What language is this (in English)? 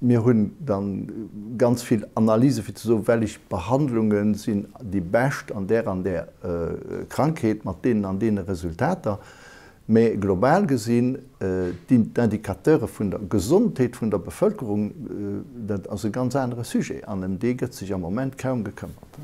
Luxembourgish